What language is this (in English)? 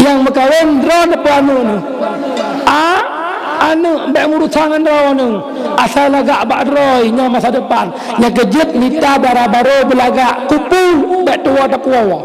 Achinese